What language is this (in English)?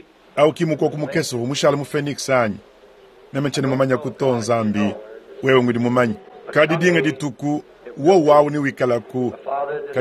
Luba-Lulua